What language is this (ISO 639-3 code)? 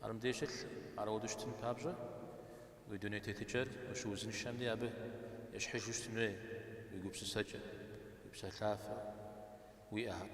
kbd